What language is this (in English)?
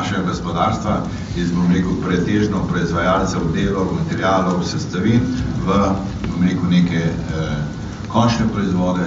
Slovenian